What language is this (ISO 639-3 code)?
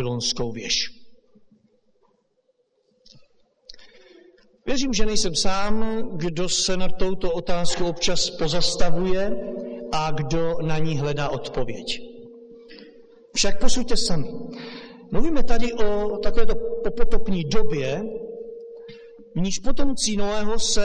ces